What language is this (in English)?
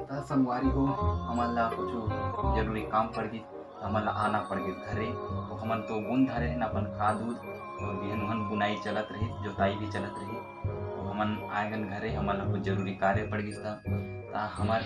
Chhattisgarhi